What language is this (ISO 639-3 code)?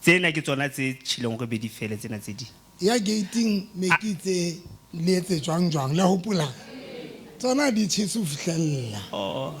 sot